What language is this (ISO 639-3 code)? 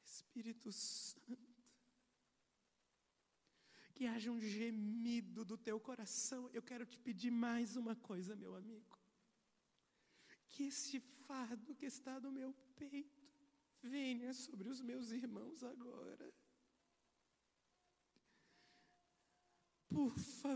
por